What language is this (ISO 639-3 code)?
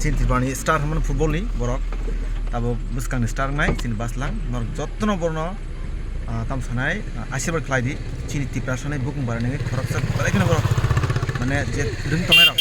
trp